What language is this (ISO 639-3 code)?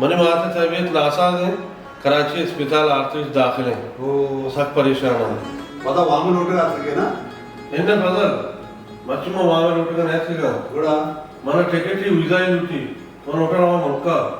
bal